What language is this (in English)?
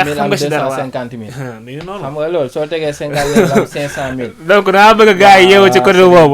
Wolof